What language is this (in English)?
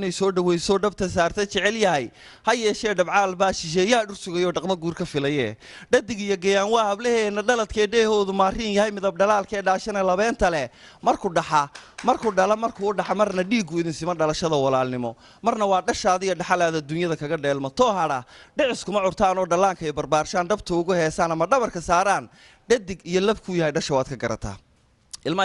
Somali